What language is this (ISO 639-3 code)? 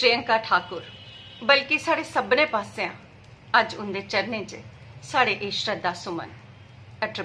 doi